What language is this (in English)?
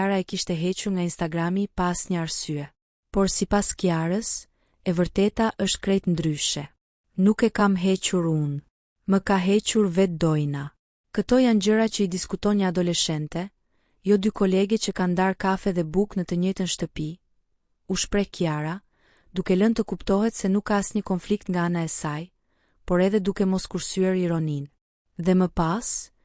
Albanian